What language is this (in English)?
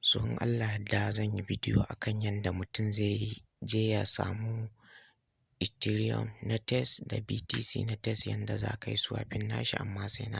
Hausa